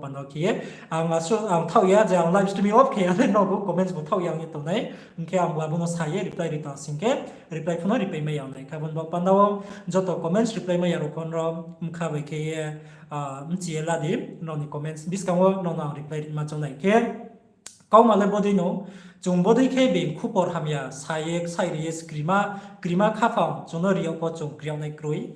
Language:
Riang (India)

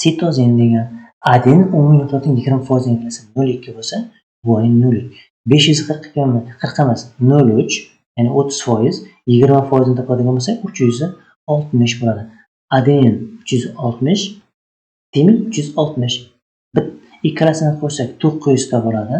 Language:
Uzbek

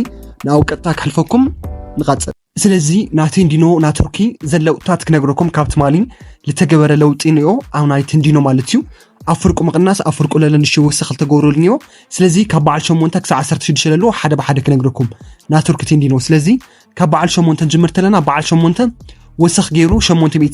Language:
Tigrinya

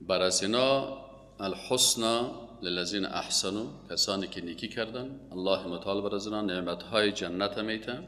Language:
Persian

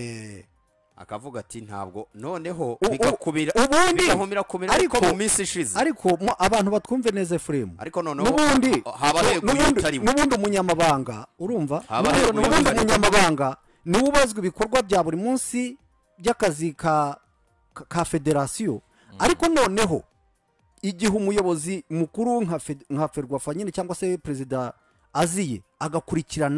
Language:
Kinyarwanda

